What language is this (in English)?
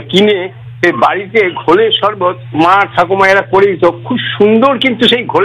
Bangla